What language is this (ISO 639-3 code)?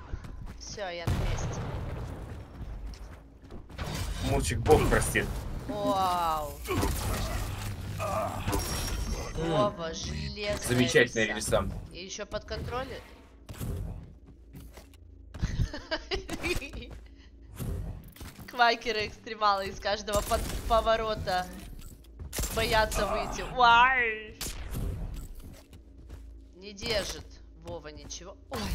rus